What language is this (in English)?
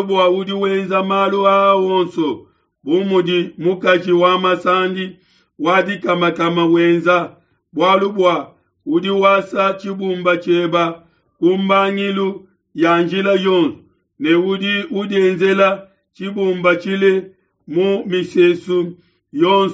Luba-Lulua